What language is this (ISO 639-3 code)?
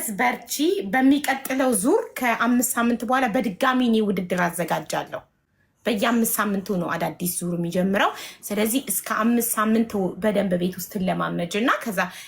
amh